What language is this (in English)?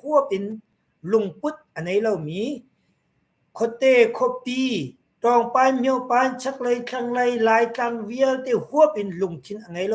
Hakha Chin